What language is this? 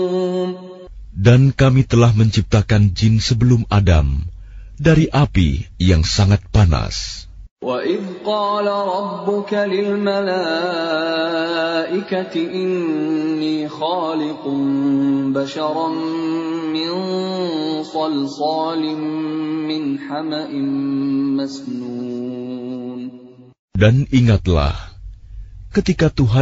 Indonesian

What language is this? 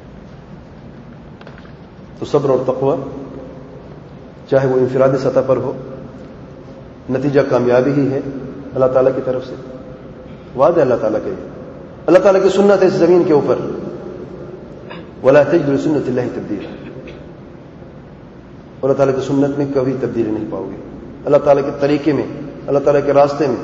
Urdu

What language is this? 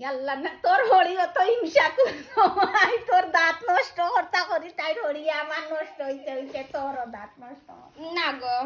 Sylheti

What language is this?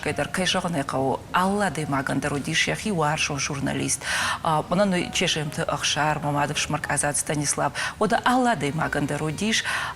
Ossetic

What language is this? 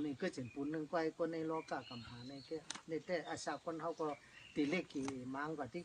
Shan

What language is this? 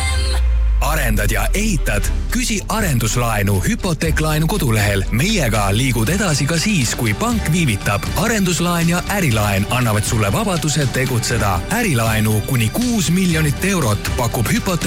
Estonian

